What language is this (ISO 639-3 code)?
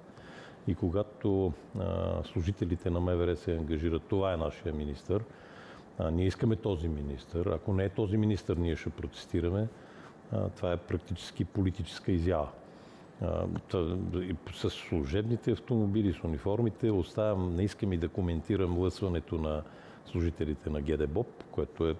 bul